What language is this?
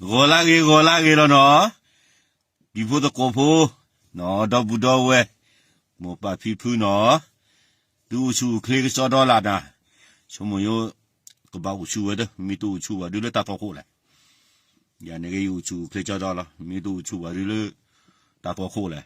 S'gaw Karen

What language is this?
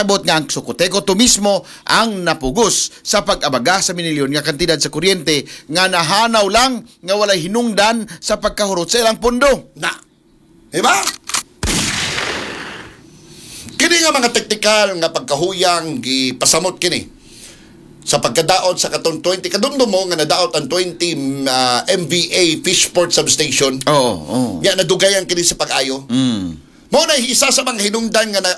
Cebuano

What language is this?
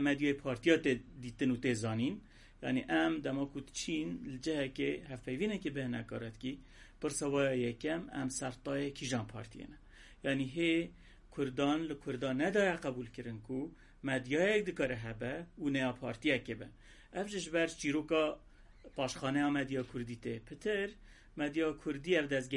Kurdish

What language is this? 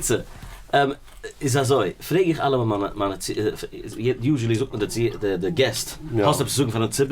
Yiddish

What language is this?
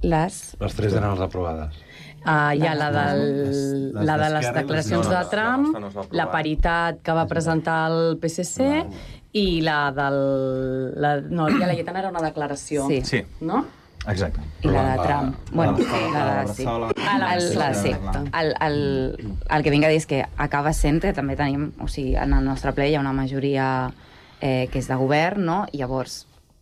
Catalan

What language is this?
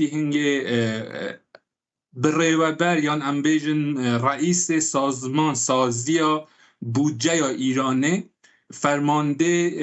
Kurdish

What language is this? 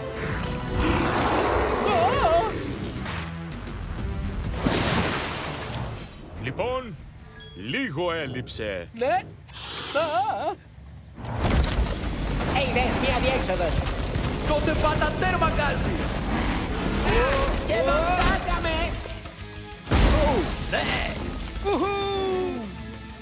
Greek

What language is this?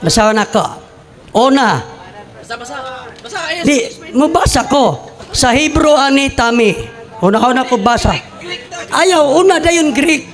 Cebuano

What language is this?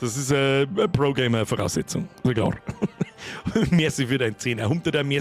Bavarian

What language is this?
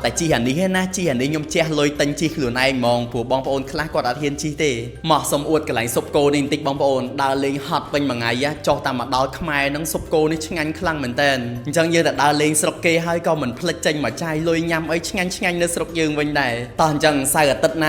Khmer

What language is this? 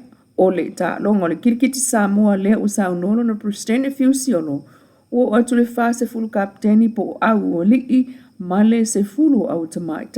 Samoan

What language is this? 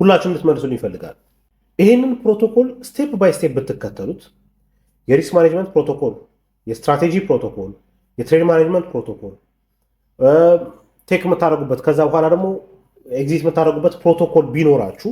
Amharic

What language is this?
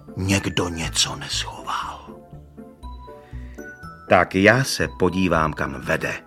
Czech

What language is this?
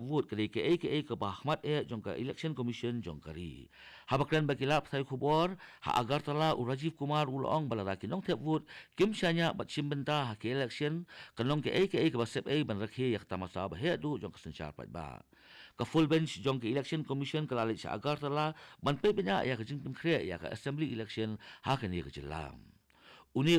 Khasi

